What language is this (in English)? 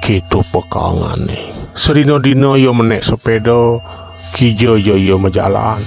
Balinese